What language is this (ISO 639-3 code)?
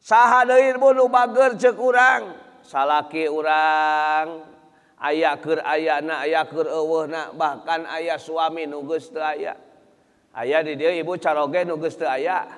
sun